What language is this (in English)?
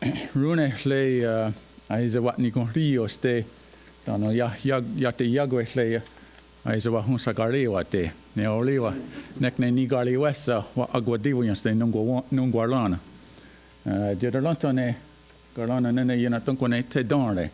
Mohawk